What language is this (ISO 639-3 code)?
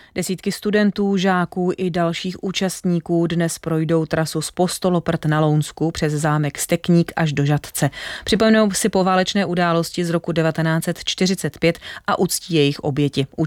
ces